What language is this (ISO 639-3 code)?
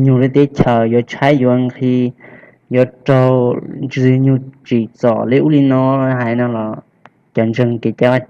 hmn